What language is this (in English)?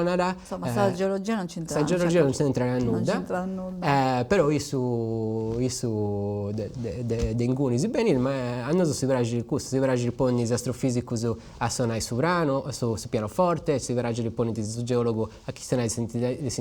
Sardinian